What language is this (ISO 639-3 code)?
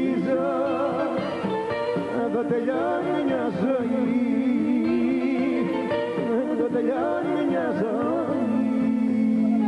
ell